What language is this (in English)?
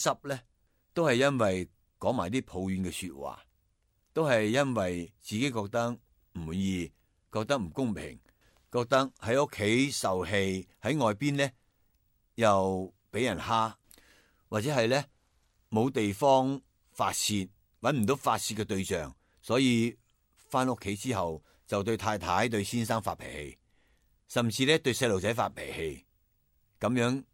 Cantonese